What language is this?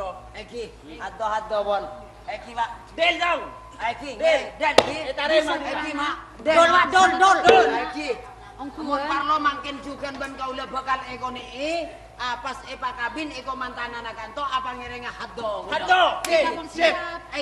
Madurese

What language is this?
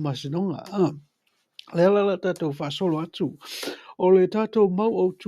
Samoan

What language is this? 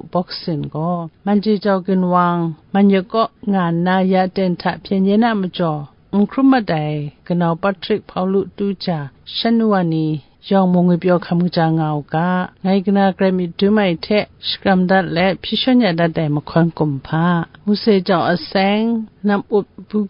Kachin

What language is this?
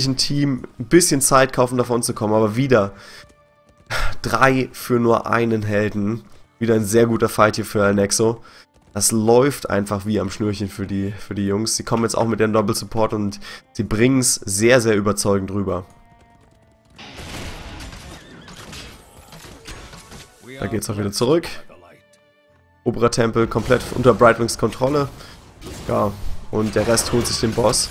German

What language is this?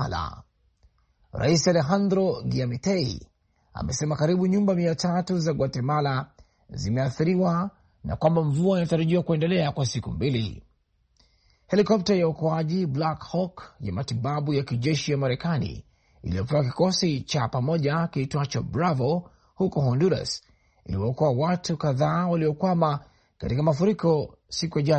Swahili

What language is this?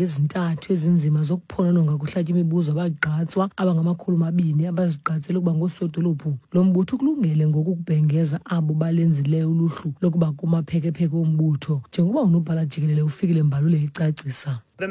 Xhosa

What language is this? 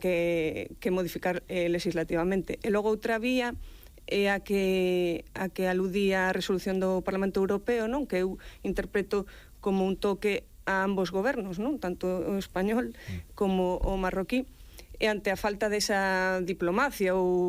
Galician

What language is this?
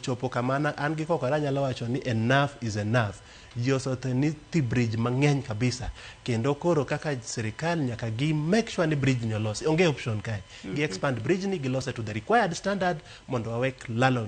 Luo (Kenya and Tanzania)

